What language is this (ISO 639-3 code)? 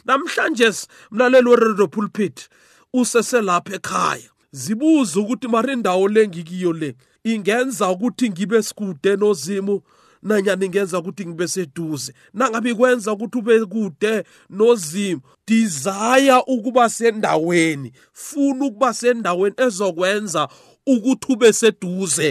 nbl